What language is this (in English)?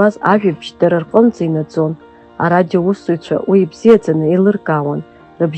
Abkhazian